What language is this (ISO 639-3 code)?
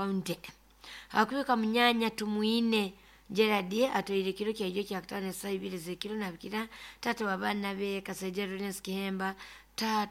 nyo